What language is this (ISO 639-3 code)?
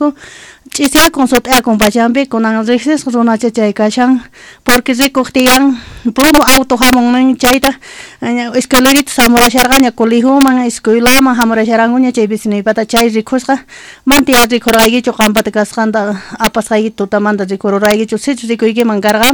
quh